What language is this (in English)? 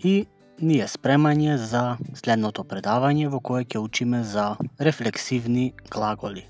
Macedonian